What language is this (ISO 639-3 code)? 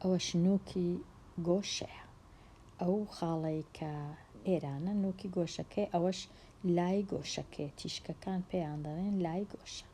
ckb